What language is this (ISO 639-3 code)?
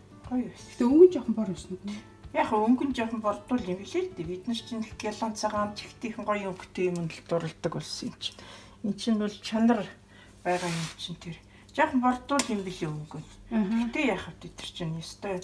mon